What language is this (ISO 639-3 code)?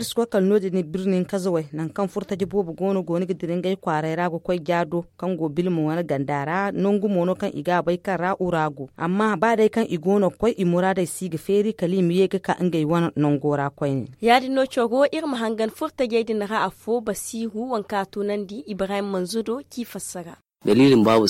dje